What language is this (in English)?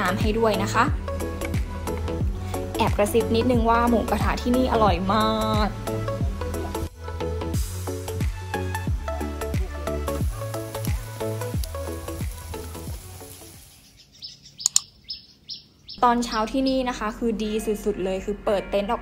Thai